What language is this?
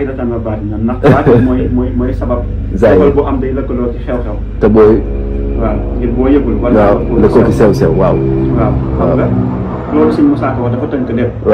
Wolof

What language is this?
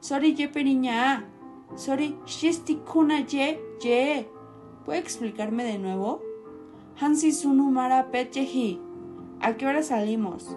Central Mazahua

